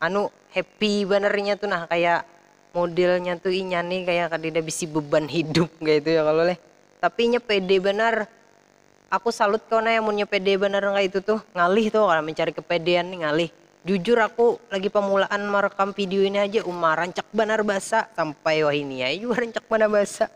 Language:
Banjar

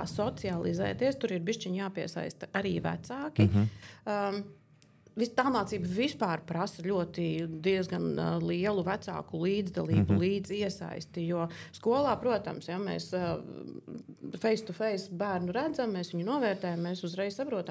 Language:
Latvian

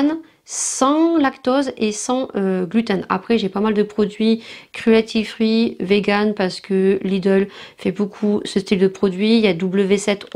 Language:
French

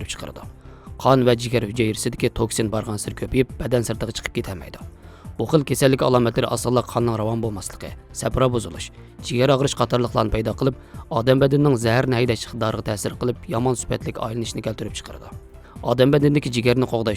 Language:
Uyghur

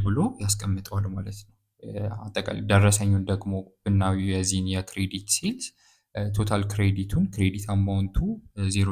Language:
Amharic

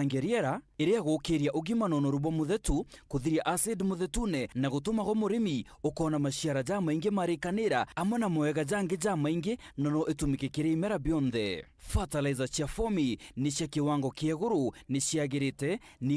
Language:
Meru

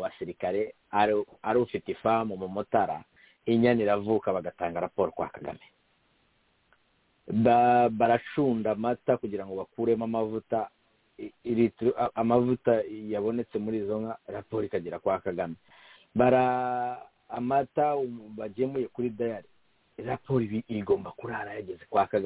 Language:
Kinyarwanda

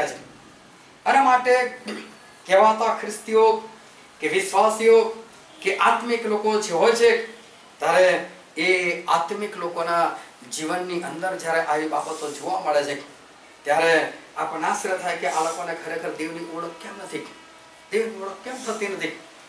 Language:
Gujarati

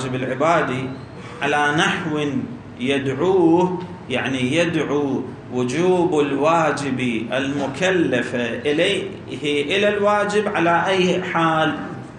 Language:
Arabic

